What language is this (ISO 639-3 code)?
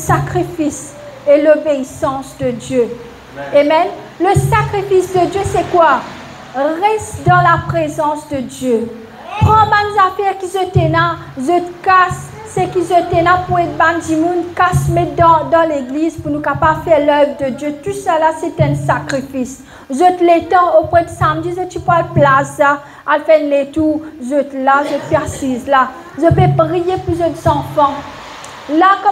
mfe